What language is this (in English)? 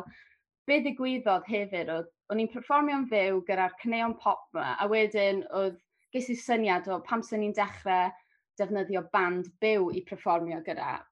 Welsh